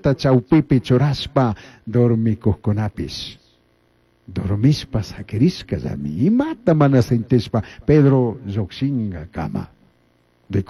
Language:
Chimborazo Highland Quichua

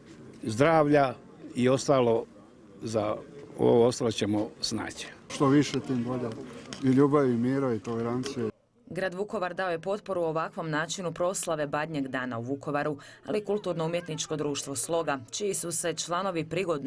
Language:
Croatian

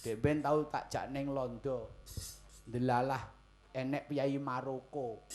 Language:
Javanese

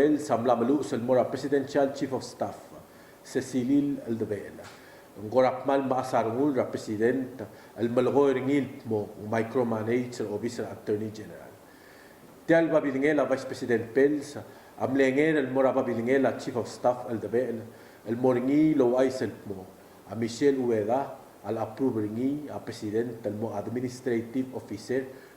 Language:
Palauan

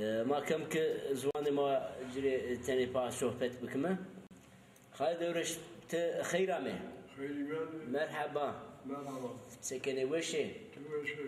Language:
Zaza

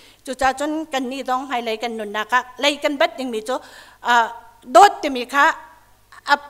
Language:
Hakha Chin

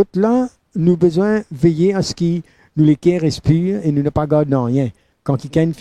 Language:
Morisyen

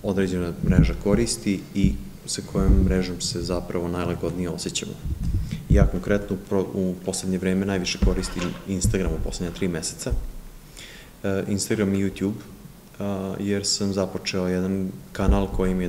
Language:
Serbian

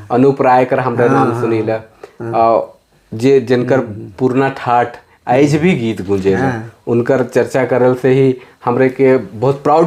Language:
Sadri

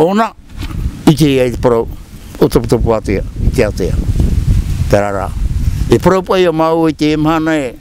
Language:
Tahitian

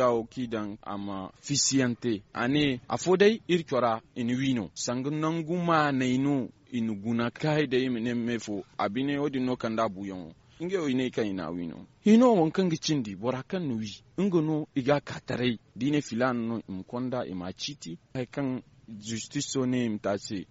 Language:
Zarma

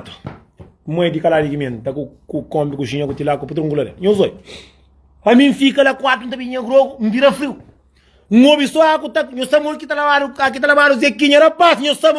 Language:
Kabuverdianu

